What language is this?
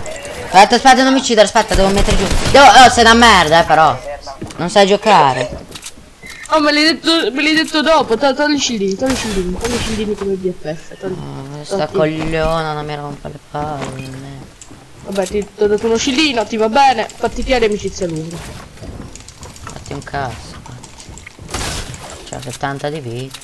Italian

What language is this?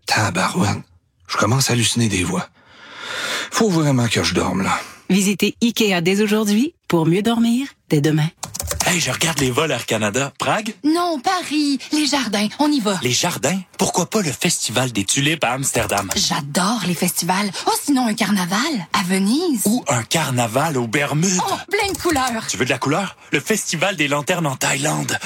French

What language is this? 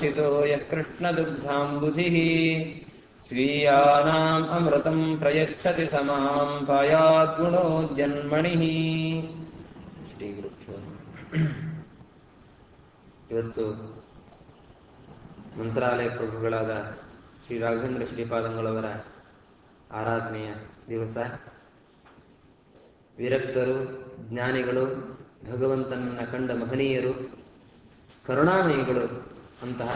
Kannada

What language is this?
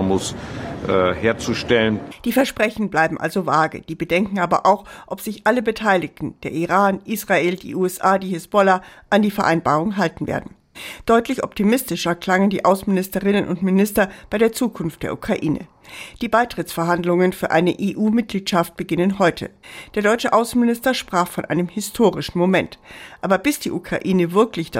German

